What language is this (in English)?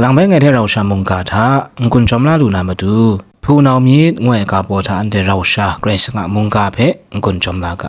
Kachin